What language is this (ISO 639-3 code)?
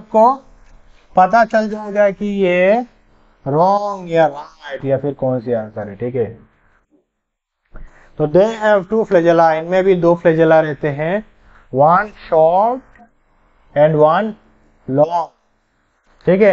hin